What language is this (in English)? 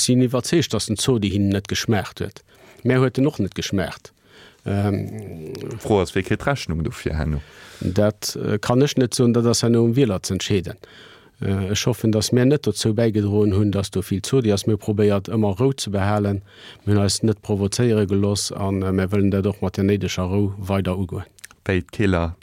Luxembourgish